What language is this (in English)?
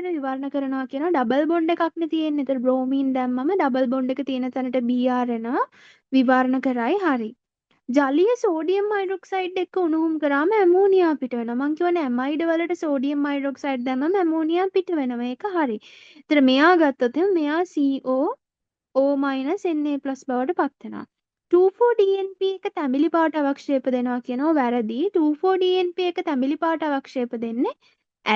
Sinhala